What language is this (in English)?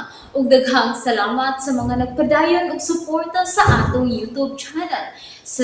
Cebuano